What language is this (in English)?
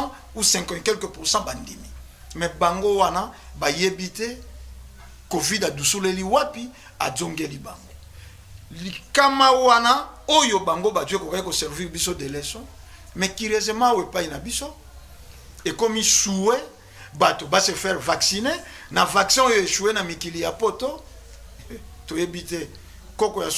Lingala